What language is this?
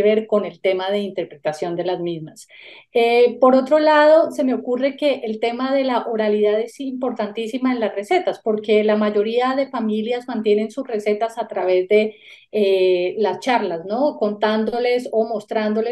Spanish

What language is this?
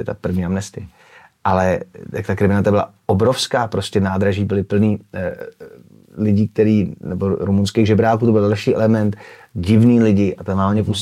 Czech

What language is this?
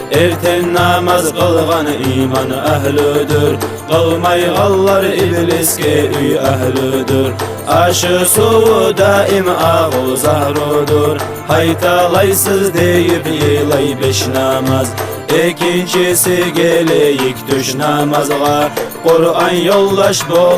Kumyk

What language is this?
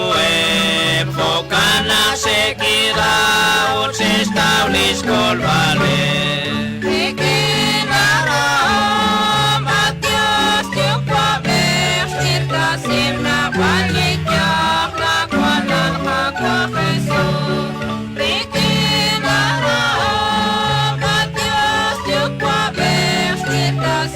Kekchí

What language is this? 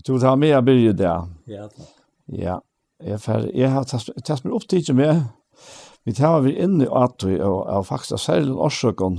Faroese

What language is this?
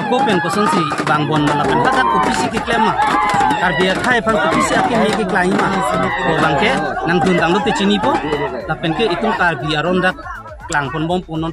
Karbi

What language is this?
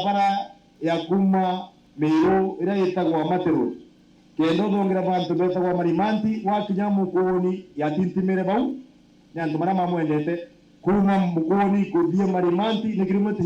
Meru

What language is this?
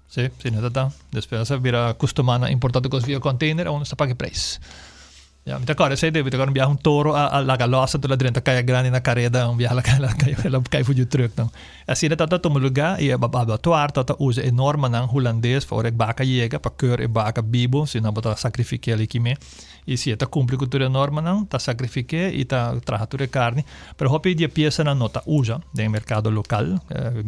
Papiamento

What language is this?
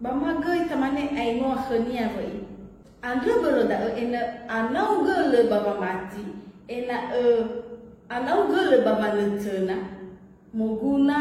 Nias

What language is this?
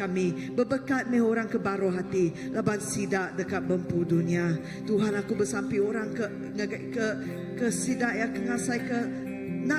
Iban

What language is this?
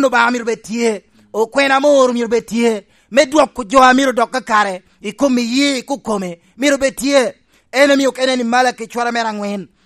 Lango (Uganda)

